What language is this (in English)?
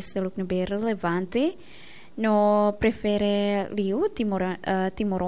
Tetum